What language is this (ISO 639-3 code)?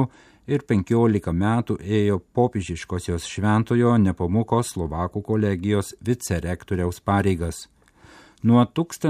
lit